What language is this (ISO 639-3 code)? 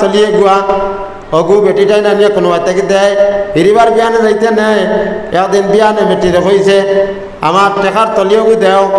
syl